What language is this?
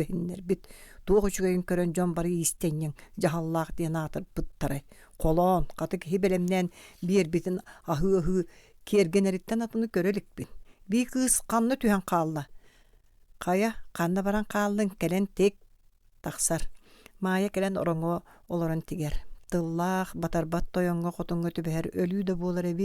Yakut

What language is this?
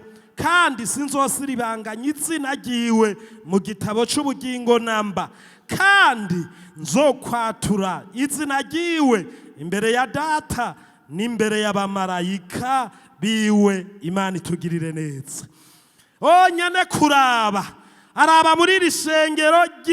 Rundi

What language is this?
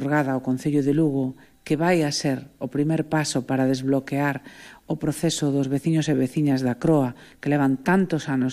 Galician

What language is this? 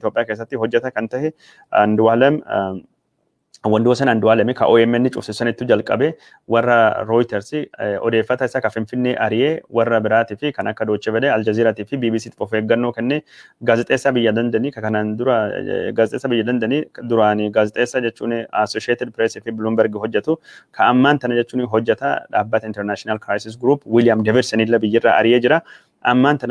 Oromo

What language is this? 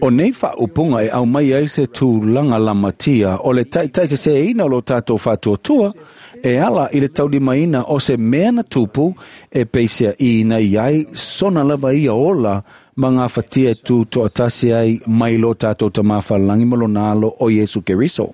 Samoan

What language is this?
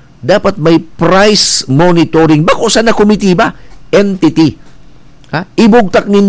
Bikol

